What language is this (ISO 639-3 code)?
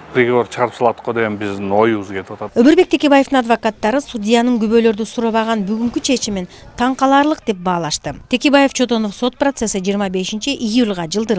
kir